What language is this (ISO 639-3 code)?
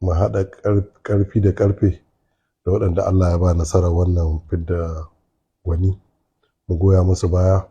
hau